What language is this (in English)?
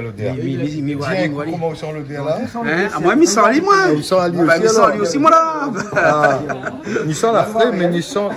Réunion Creole French